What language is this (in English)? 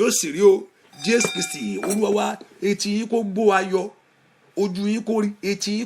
Yoruba